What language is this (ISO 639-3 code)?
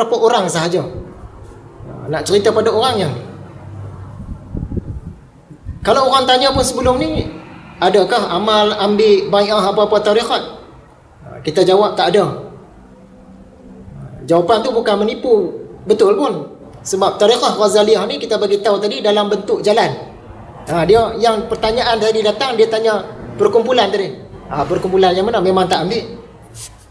msa